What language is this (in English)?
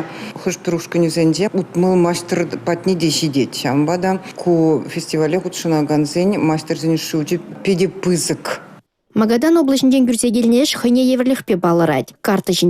Chuvash